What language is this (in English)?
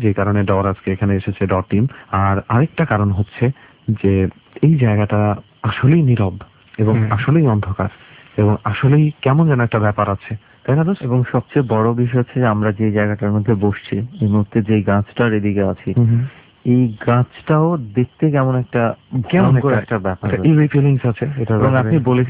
Bangla